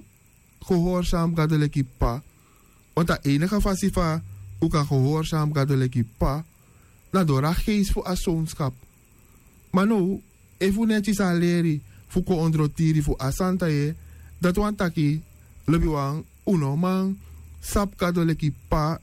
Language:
Sranan Tongo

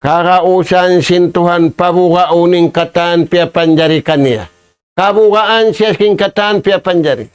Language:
Tausug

